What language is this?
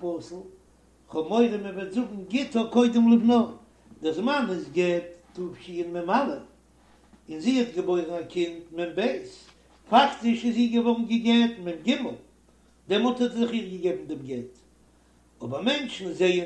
Yiddish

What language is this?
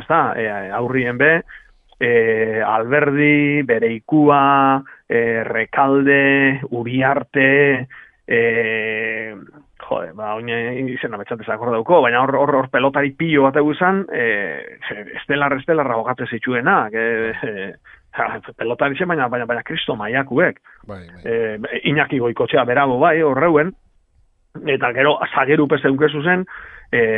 Basque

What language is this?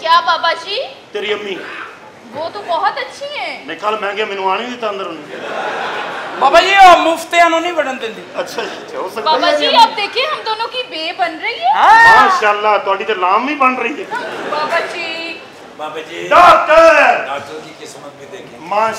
Punjabi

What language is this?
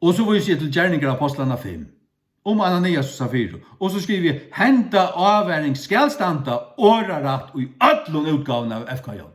Faroese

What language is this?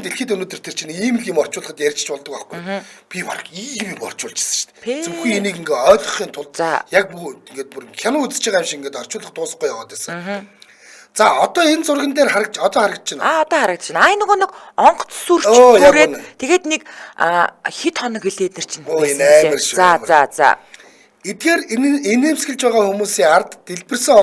Mongolian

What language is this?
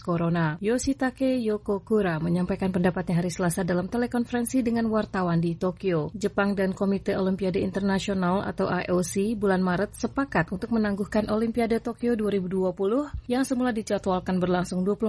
Indonesian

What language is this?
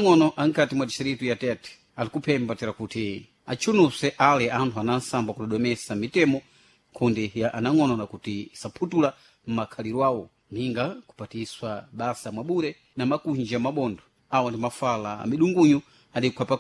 Sena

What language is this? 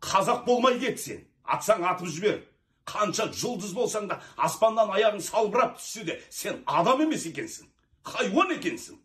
Kazakh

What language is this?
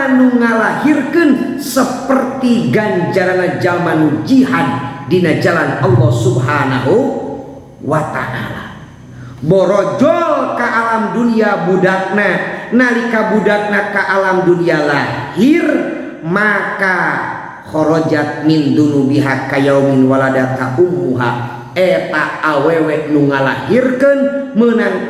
Sundanese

